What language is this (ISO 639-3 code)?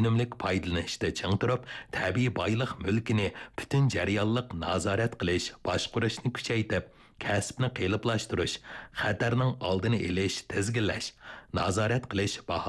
uig